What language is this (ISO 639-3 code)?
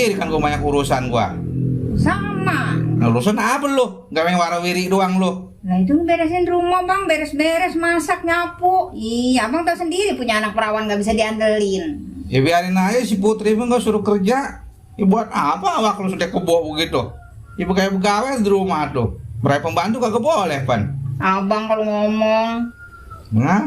bew